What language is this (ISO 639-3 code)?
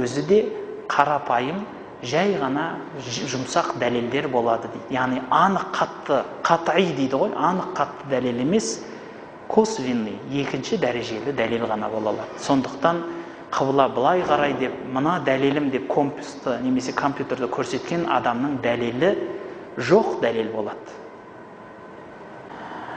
kaz